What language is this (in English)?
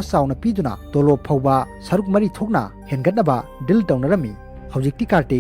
Manipuri